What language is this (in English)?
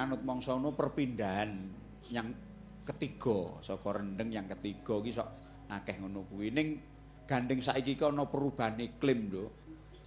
Javanese